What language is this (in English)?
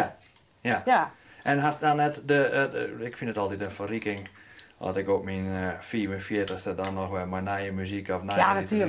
Western Frisian